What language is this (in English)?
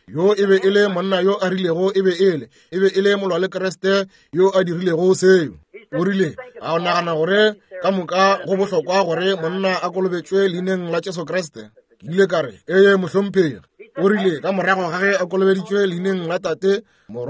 Northern Sotho